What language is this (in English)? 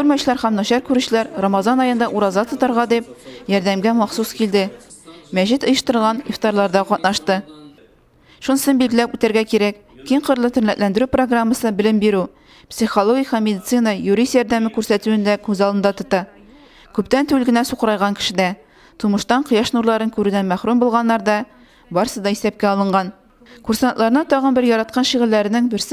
Tatar